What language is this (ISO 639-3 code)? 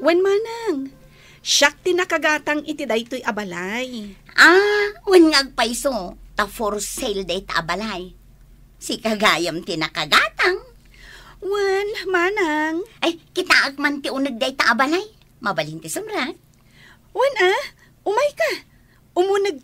ilo